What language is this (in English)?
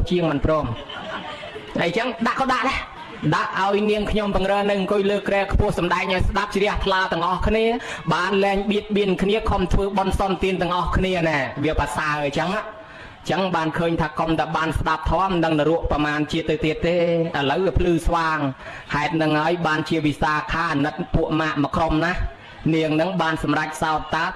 Khmer